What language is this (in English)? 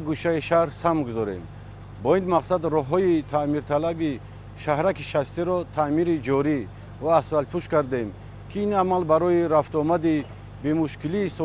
Tajik